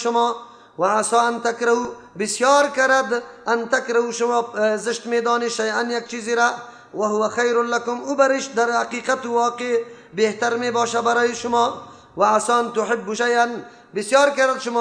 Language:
Persian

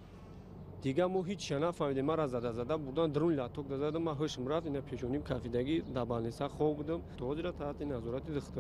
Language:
Tajik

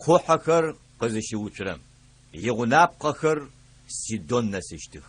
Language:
Adyghe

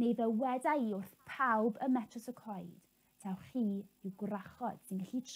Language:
Welsh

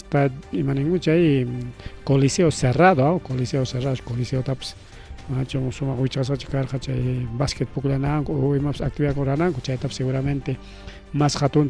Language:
Ayacucho Quechua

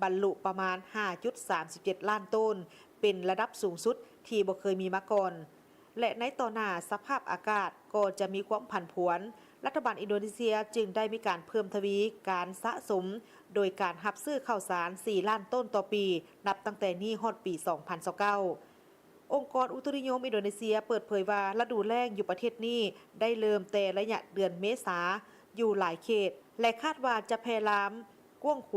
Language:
Lao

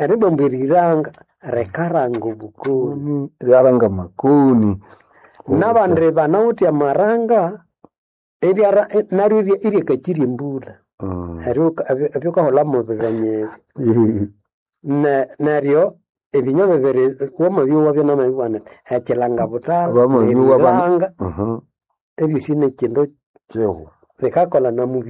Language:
Nande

